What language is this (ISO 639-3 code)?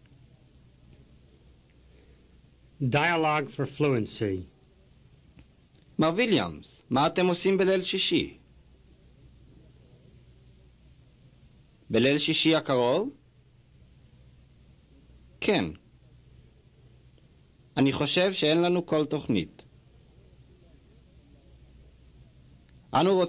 heb